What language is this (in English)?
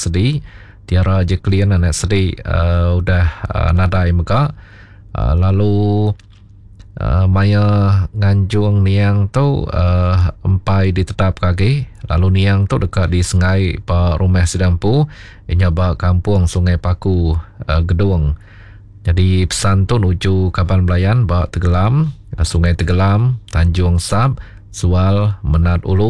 Iban